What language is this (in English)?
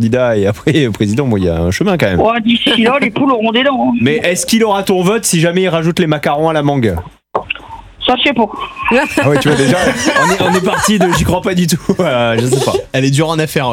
French